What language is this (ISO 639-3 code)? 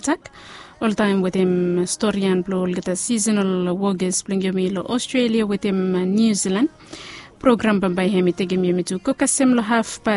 bis